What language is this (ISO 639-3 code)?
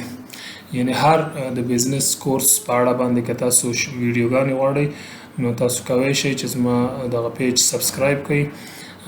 pus